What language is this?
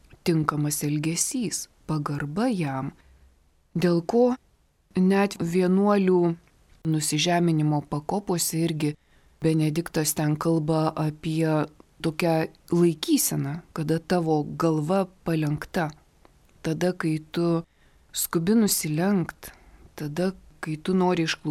Lithuanian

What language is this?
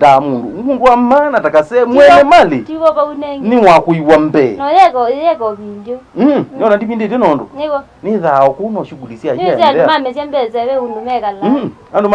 Kamba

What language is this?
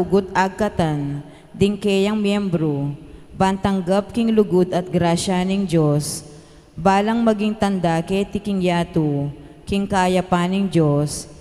Pampanga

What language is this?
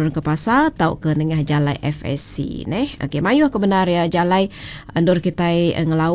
Iban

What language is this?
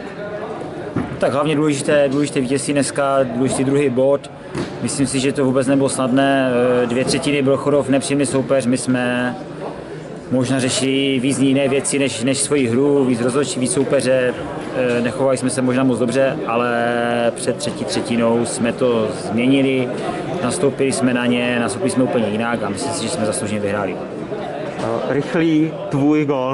Czech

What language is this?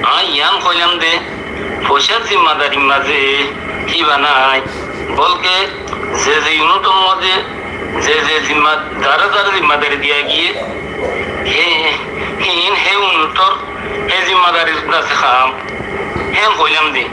Rohingya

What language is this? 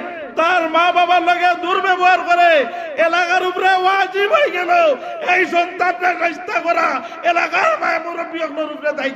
Sylheti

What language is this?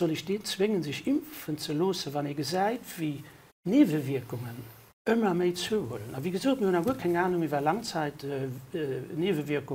Luxembourgish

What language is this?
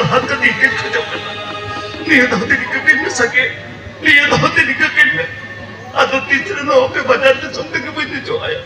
Santali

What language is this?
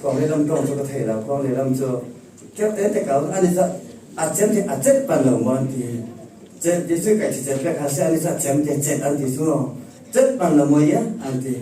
Falam Chin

